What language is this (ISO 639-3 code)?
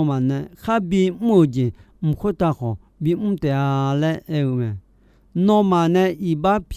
ahk